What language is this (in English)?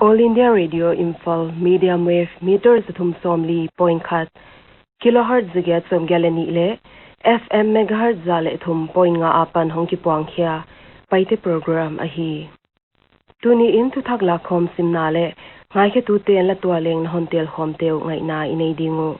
Paite Chin